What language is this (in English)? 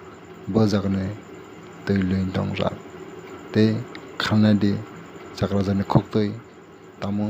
Kok Borok